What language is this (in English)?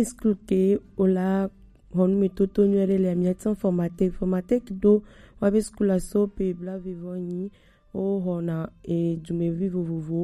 Gen